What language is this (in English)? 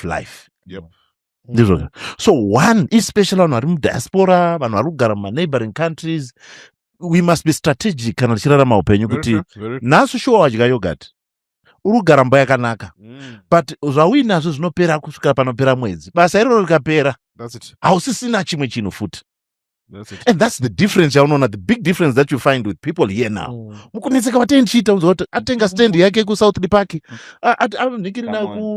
Shona